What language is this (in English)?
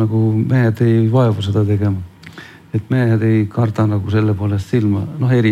Estonian